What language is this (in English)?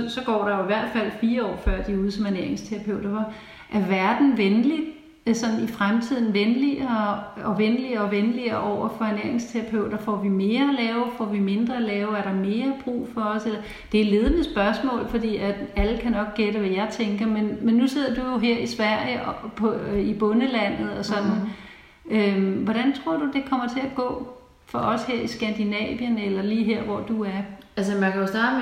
Danish